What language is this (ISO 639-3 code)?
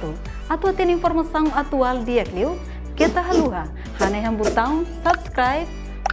tet